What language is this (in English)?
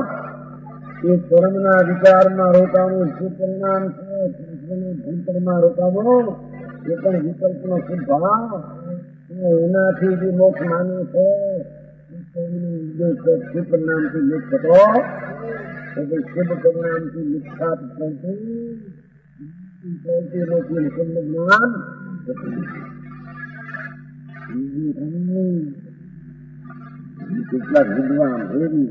Gujarati